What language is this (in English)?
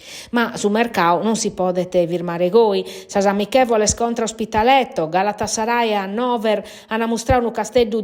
Sardinian